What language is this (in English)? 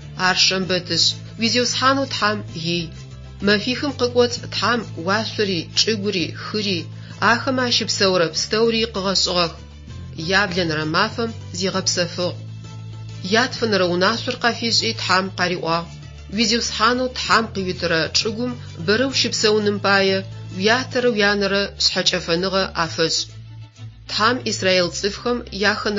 Adyghe